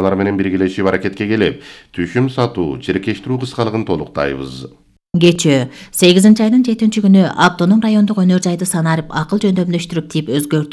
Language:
Kyrgyz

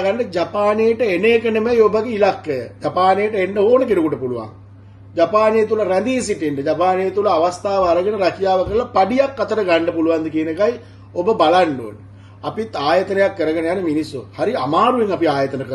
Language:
Sinhala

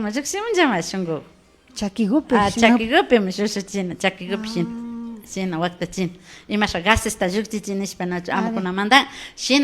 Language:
Imbabura Highland Quichua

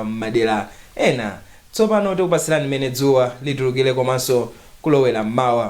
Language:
Nyanja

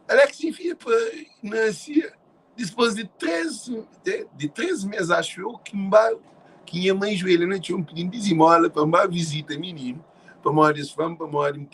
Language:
Kabuverdianu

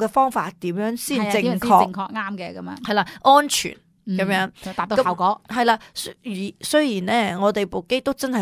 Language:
Cantonese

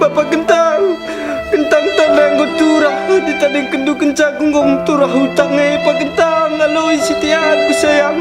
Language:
Batak Karo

